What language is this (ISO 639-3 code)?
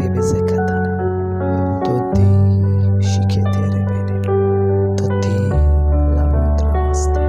kok